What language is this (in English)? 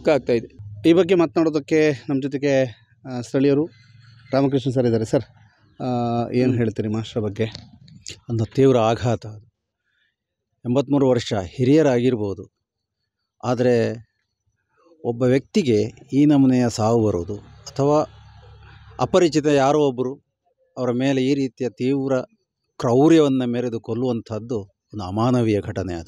Kannada